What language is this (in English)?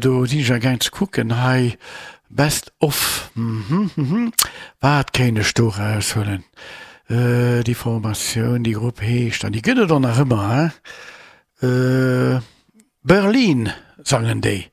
Luxembourgish